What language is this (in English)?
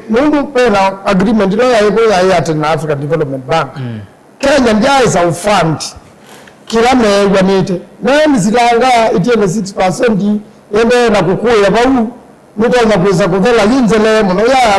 Kamba